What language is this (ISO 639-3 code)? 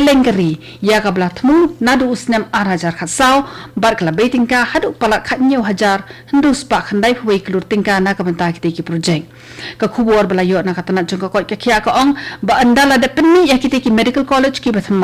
kha